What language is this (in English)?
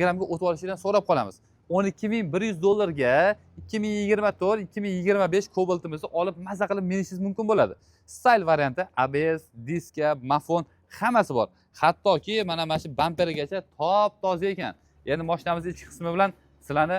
Uzbek